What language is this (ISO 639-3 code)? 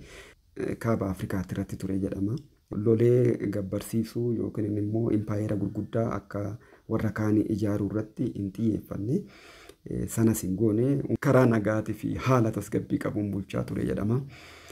orm